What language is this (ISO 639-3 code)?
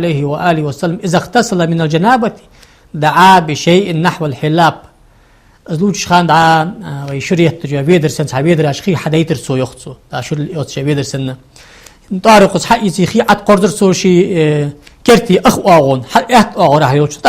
inh